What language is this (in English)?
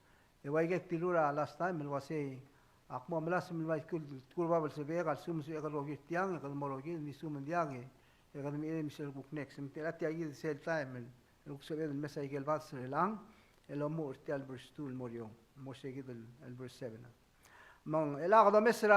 Palauan